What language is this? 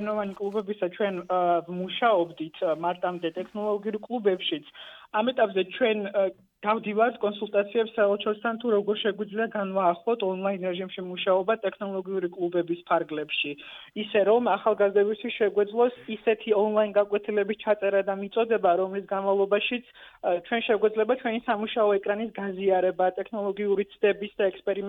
Georgian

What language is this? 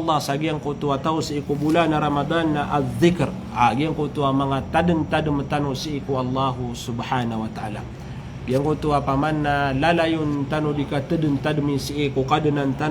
Maranao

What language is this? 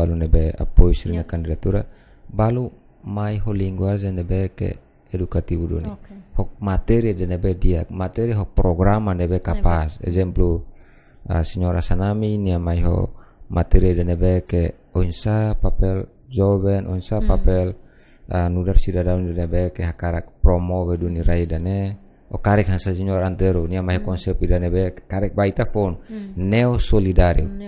Tetum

